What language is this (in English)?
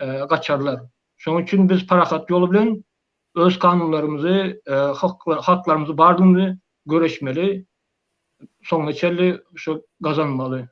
Turkmen